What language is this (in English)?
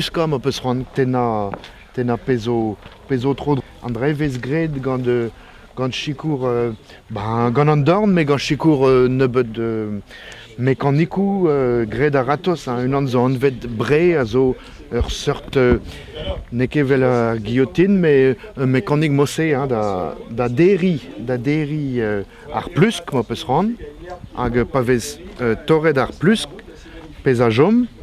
Breton